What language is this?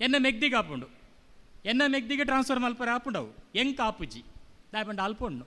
Tulu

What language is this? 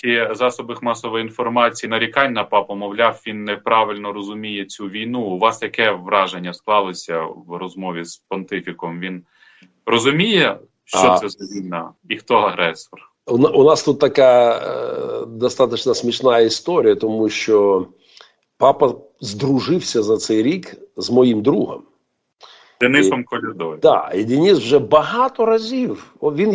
Ukrainian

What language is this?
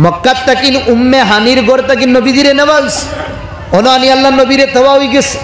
Sylheti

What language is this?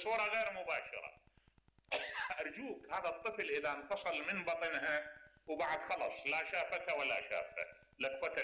Mesopotamian Arabic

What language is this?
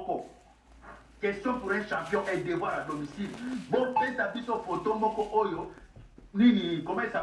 Lingala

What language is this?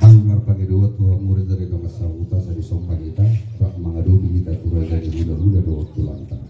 Batak Toba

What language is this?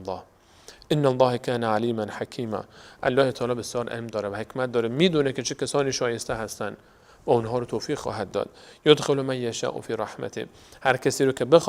Persian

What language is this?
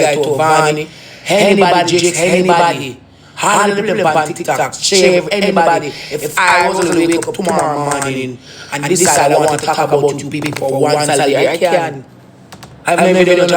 Jamaican Creole English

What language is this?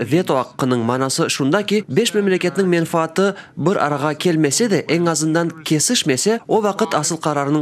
Crimean Tatar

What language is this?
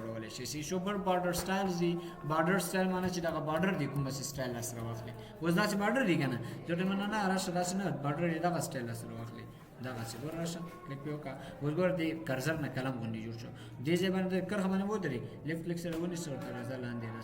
Pashto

